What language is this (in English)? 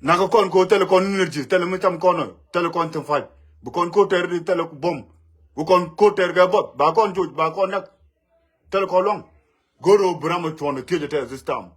Nuer